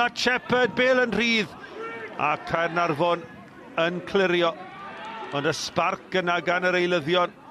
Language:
Welsh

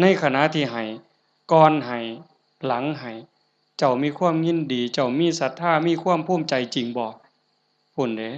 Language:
Northeastern Thai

